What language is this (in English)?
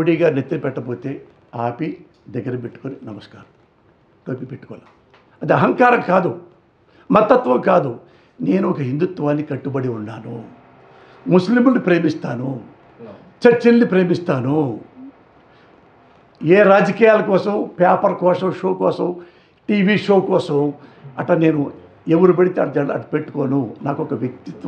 Telugu